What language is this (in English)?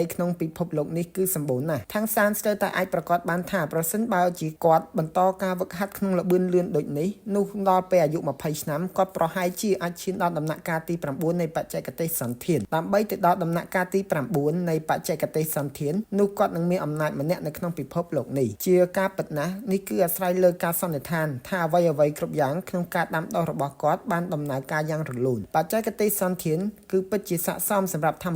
Khmer